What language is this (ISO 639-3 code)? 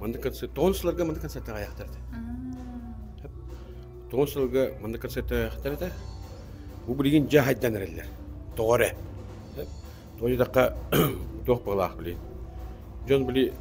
sah